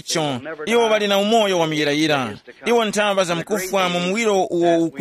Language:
Tumbuka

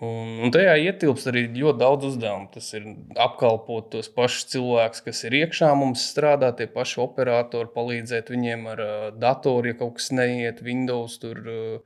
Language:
Latvian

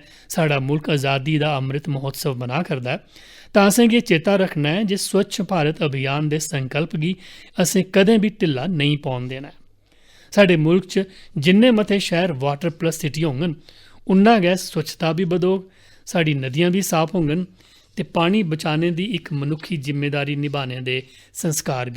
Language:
Dogri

